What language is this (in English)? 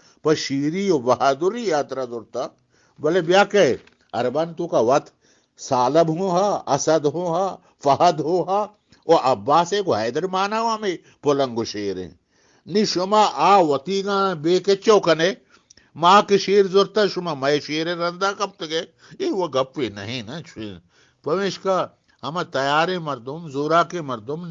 Eastern Balochi